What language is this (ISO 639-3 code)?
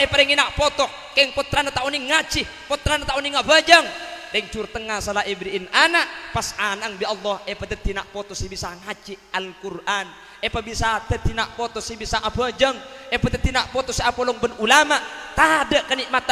mad